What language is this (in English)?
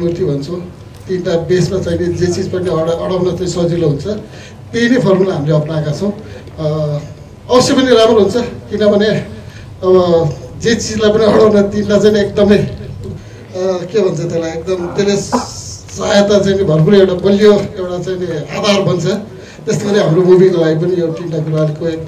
Nepali